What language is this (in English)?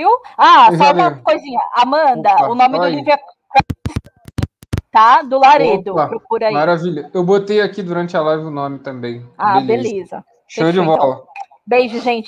Portuguese